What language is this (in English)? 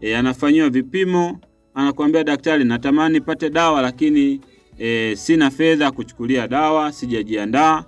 Swahili